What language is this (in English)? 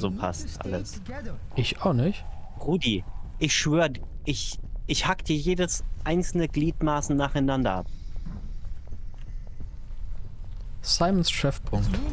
German